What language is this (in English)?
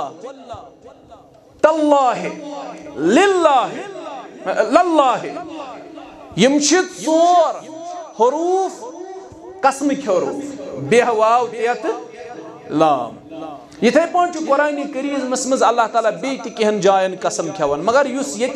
Kashmiri